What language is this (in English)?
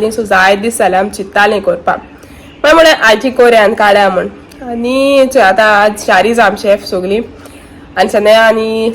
Konkani